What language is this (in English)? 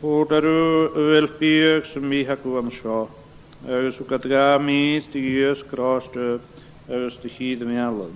Scottish Gaelic